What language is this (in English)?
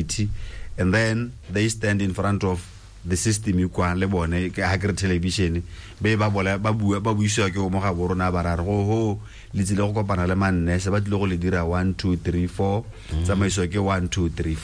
Tswana